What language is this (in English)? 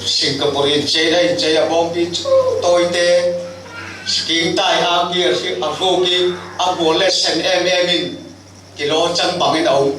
Falam Chin